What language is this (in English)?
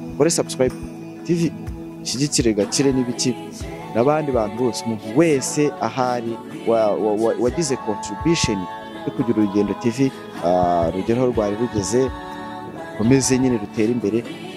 Kinyarwanda